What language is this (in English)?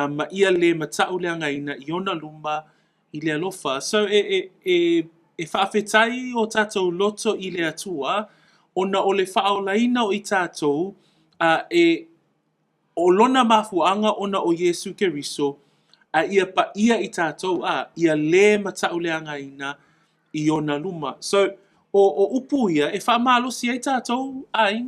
Samoan